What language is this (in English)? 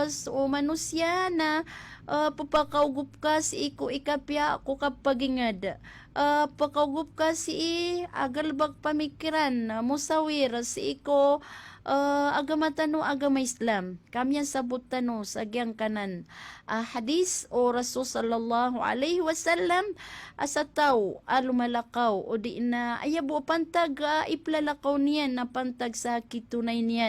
Maranao